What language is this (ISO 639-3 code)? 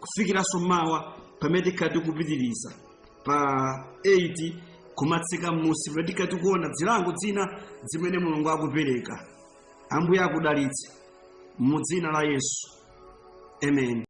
nya